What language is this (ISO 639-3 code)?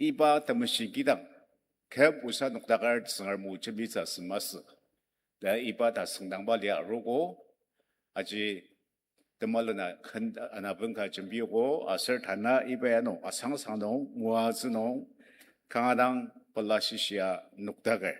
njo